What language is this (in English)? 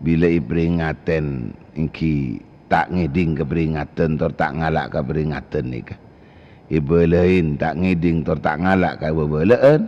Madurese